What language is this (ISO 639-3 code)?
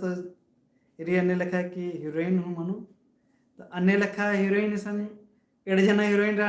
kru